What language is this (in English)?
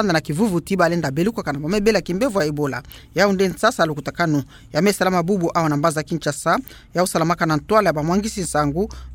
Kituba (Democratic Republic of Congo)